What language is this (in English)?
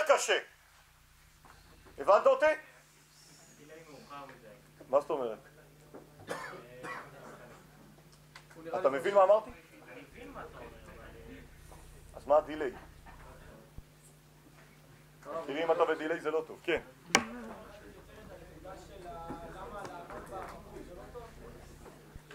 Hebrew